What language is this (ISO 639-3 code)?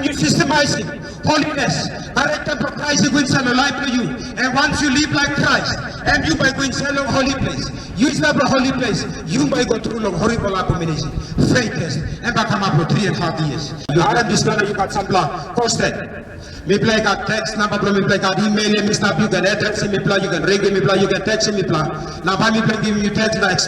tpi